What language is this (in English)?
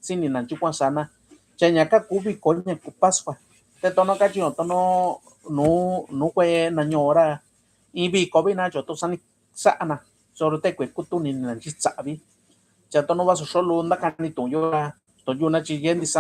Mixtepec Mixtec